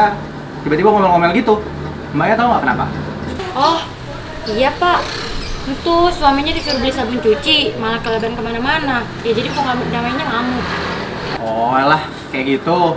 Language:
Betawi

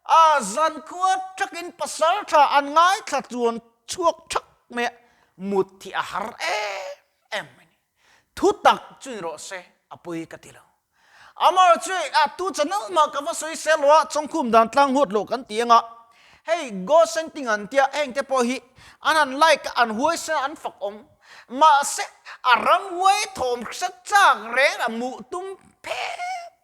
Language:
Mizo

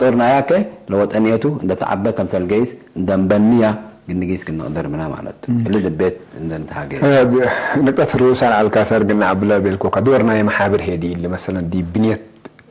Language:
Tigre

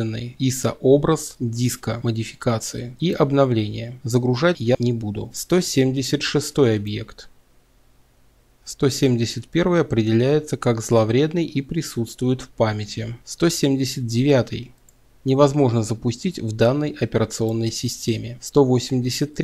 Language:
Russian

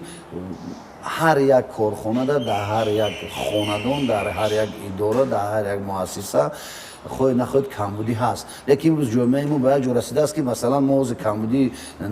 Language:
Tajik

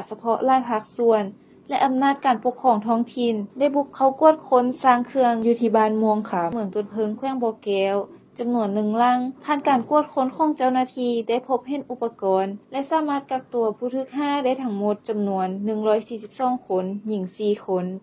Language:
Lao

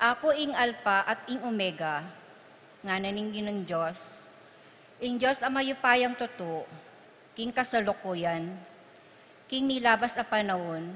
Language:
Pampanga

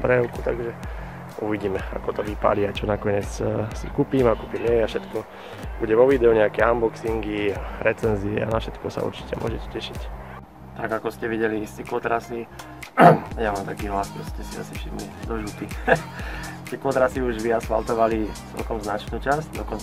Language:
Slovak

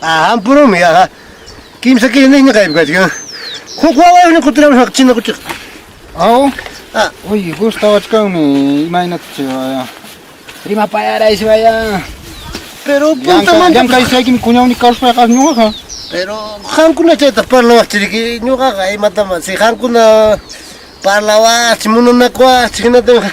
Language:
Ayacucho Quechua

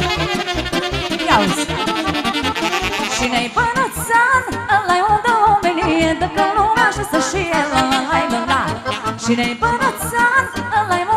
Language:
Romanian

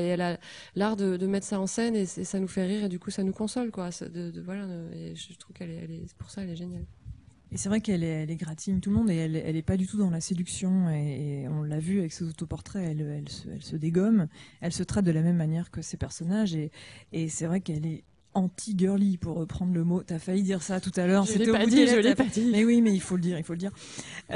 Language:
French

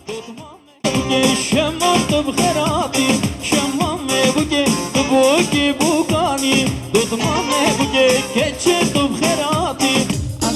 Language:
Kurdish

